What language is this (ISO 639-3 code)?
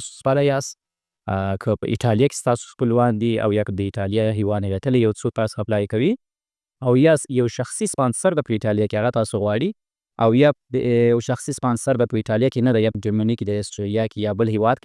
pus